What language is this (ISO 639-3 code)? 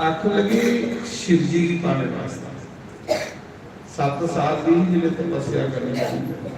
doi